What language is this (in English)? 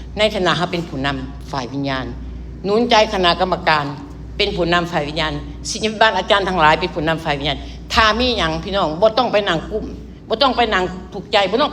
Lao